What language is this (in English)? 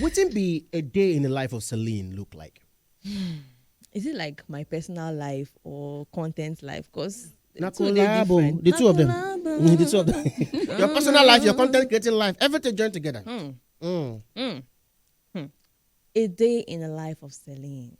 Nigerian Pidgin